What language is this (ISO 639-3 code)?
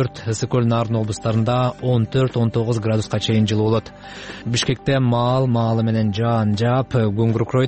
kir